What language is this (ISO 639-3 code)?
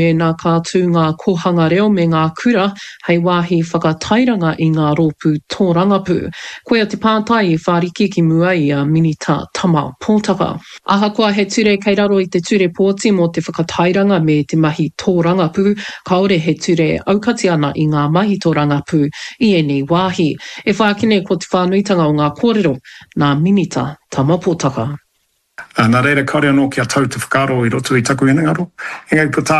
mri